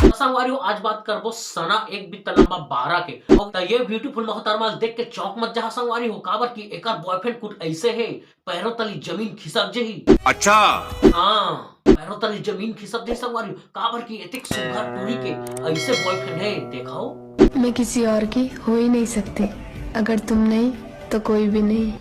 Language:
Chhattisgarhi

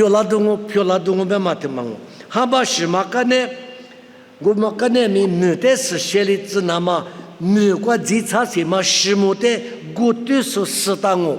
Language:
Lisu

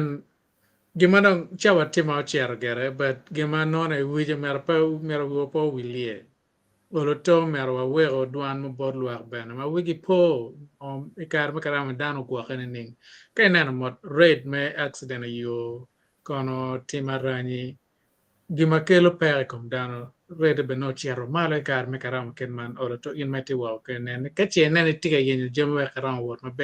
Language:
Acoli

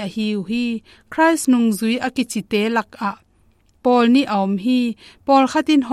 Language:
Tedim Chin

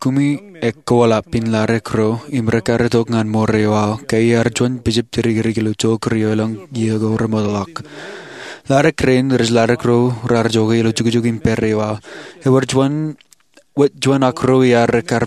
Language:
Marshallese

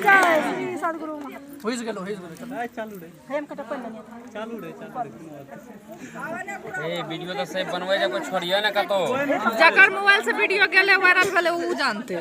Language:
Maithili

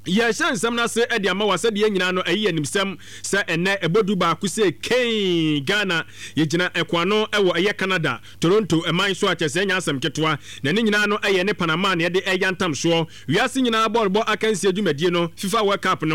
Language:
Akan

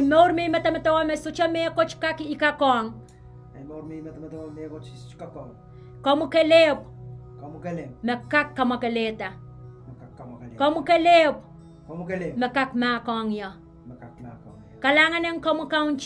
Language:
Pohnpeian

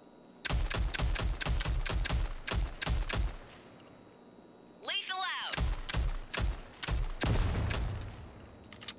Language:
English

